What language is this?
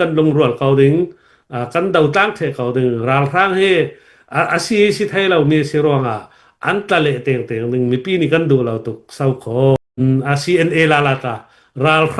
Falam Chin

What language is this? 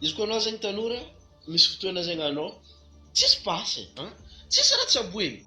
Malagasy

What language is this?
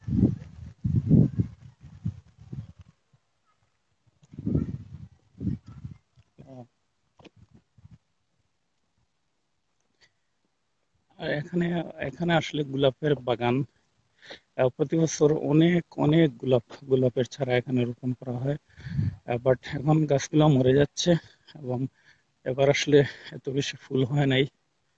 Bangla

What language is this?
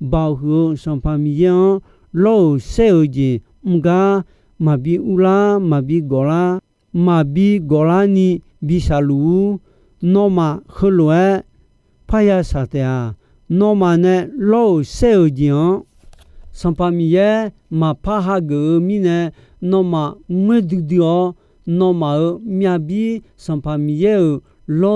Akha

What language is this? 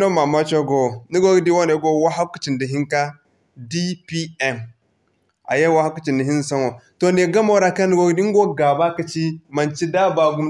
Zarma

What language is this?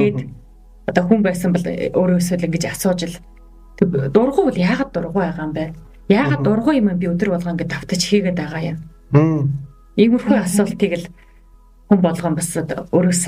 Mongolian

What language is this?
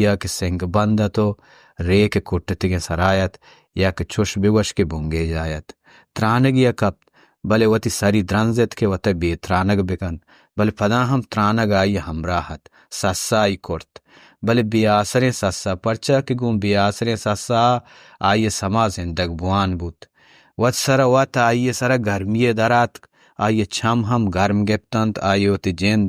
Baluchi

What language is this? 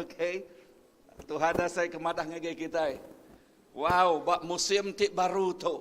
Iban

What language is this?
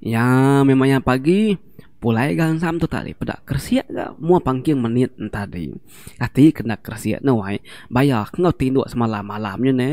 Iban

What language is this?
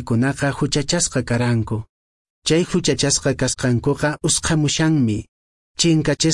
Quechua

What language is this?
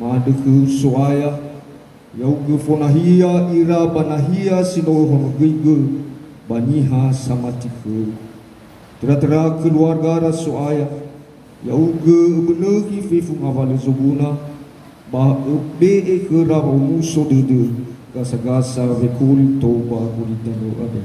Nias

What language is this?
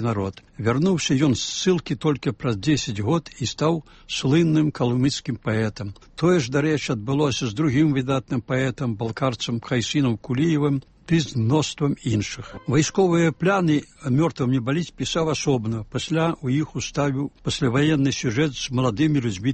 Belarusian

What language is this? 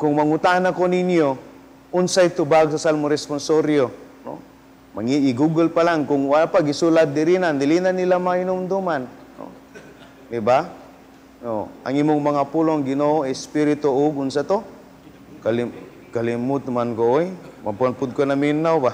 Cebuano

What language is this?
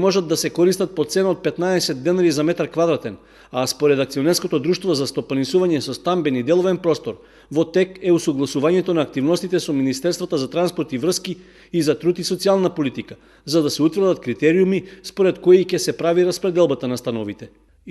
Macedonian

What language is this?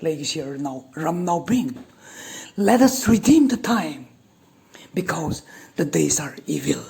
Tangkhul Naga (India)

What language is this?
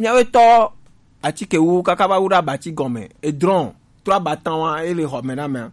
Gen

